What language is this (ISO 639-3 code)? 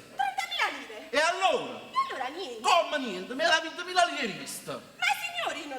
nap